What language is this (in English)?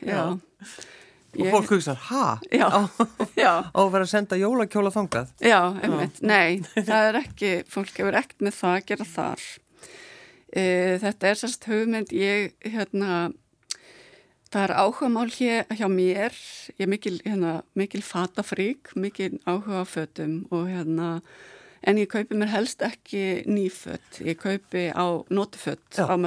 Icelandic